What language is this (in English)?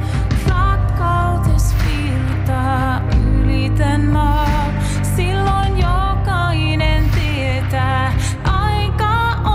Finnish